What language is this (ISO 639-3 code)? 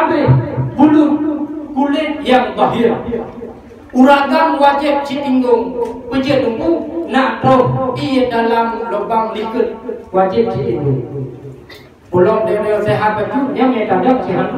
ace